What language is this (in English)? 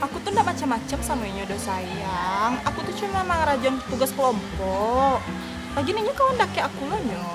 Minangkabau